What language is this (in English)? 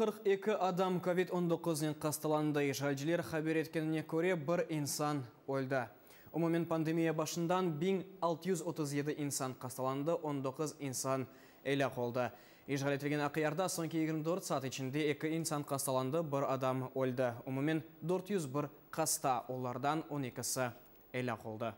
Crimean Tatar